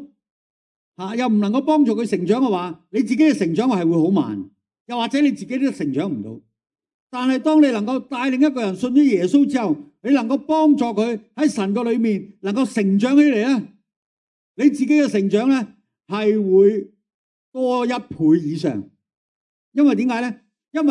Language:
Cantonese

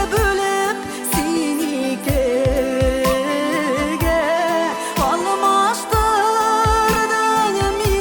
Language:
Tatar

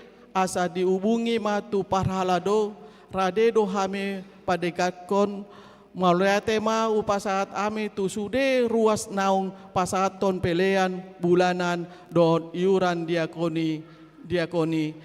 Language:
Batak Toba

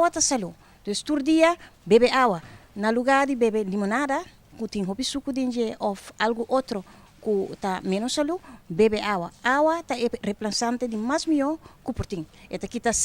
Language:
Papiamento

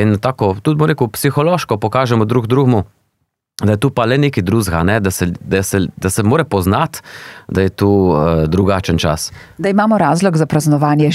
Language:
Slovenian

